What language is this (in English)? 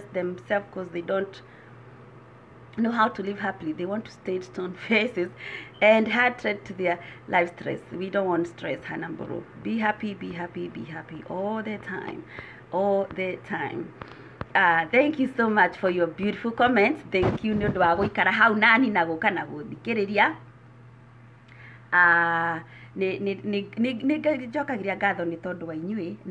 Kikuyu